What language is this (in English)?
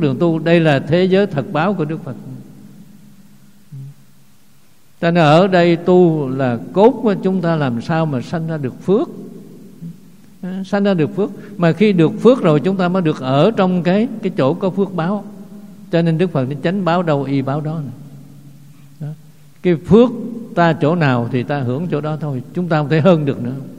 Vietnamese